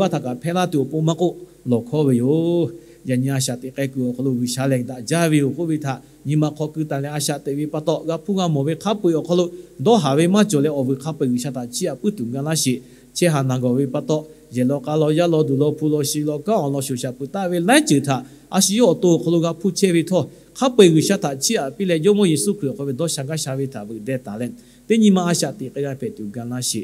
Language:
Lahu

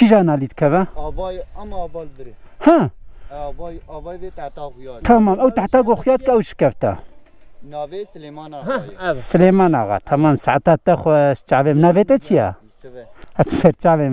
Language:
Kurdish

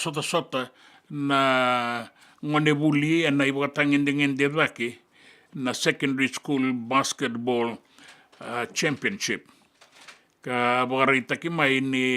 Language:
Fijian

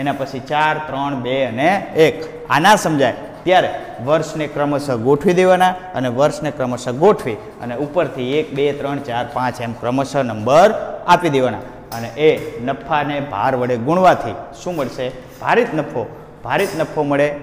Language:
Gujarati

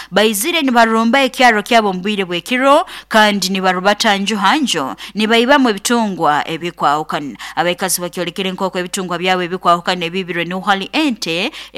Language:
Nyoro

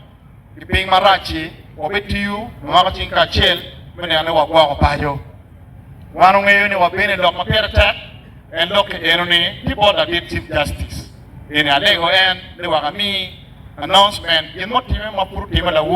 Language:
Acoli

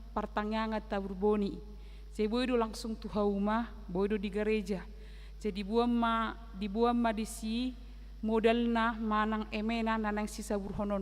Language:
Batak Toba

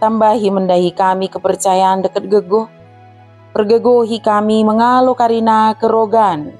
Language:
Batak Dairi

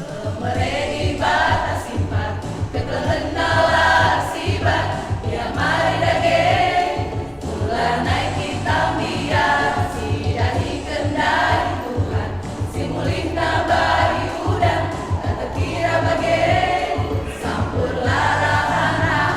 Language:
Batak Karo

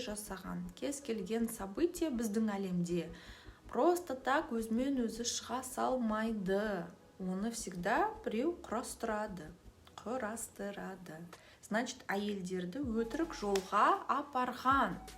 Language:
Kazakh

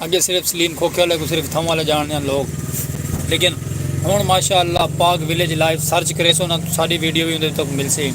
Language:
Saraiki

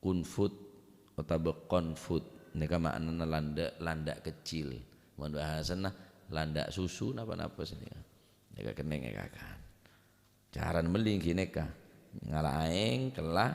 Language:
Madurese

